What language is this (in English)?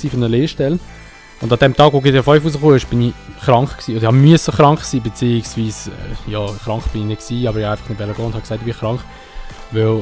Swiss German